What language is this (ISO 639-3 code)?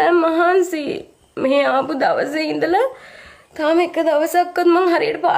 sin